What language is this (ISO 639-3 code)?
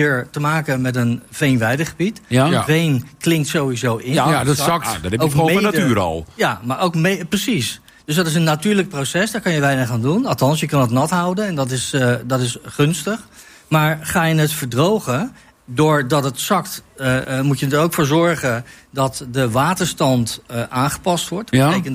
nld